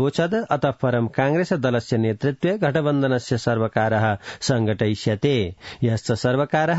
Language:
Sanskrit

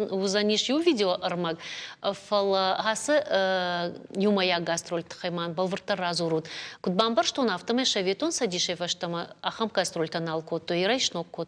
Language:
Ossetic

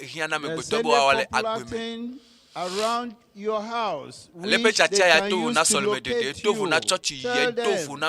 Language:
Ewe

